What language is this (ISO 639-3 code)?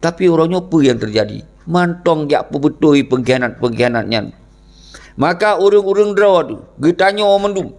ace